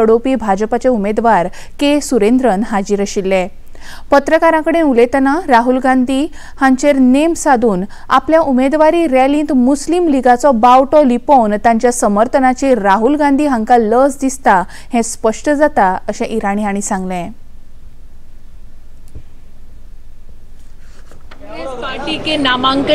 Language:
Konkani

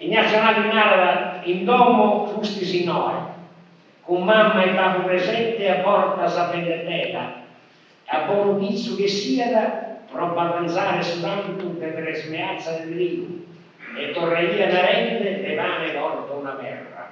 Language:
Sardinian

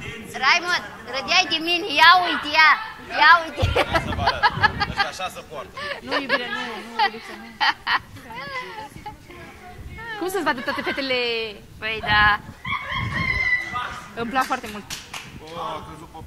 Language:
Romanian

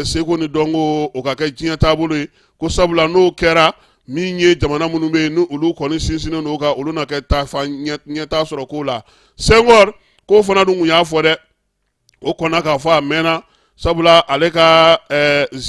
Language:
Bambara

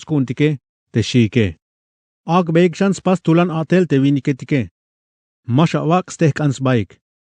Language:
Tzeltal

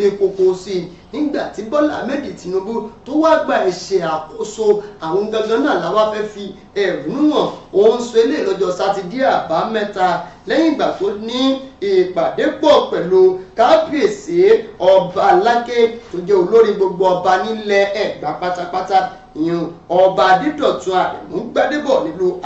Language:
Yoruba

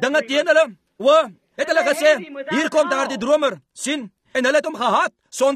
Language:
Afrikaans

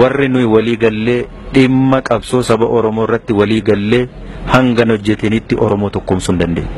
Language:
Oromo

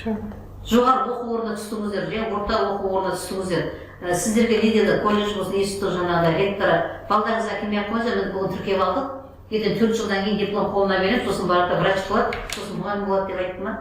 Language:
Kazakh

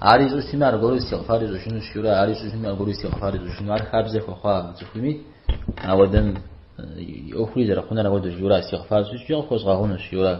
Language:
Kabardian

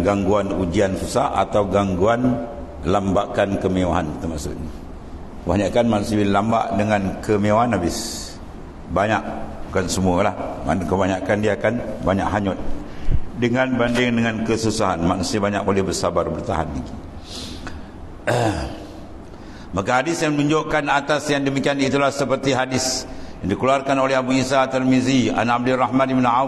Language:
Malay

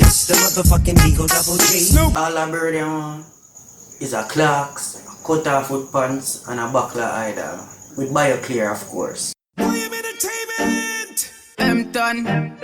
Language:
Jamaican Creole English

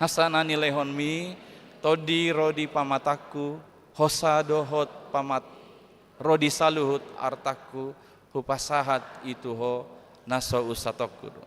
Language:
Batak Toba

